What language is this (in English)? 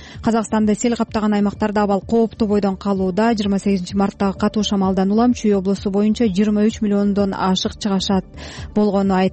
Kyrgyz